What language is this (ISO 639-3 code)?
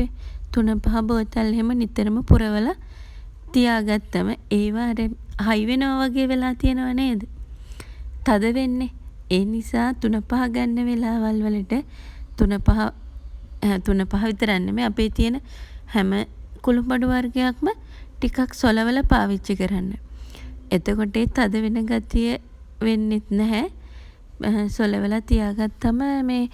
sin